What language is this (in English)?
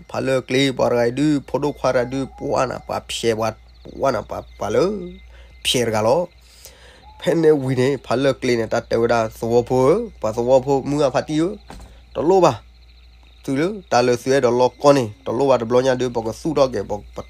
S'gaw Karen